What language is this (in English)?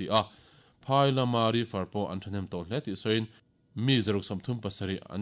Mizo